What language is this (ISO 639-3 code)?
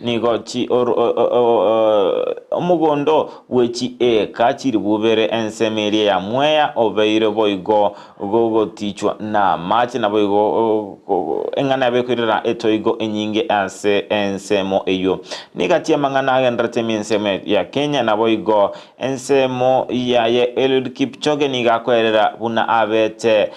guz